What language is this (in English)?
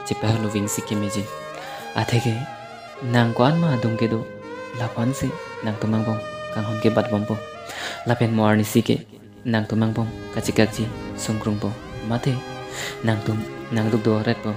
Karbi